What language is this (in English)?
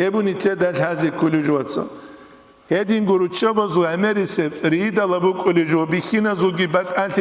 Avaric